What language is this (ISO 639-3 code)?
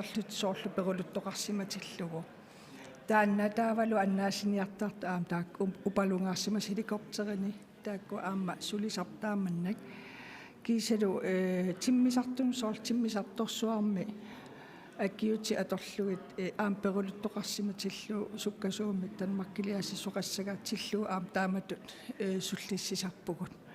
kal